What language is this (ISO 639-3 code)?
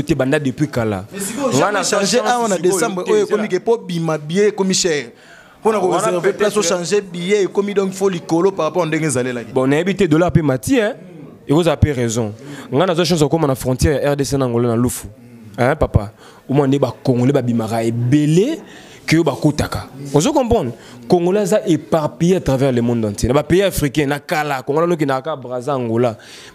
lin